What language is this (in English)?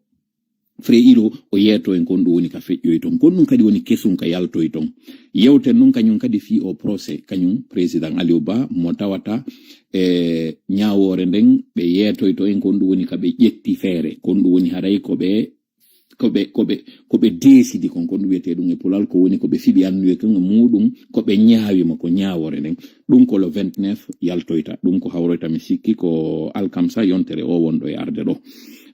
Pular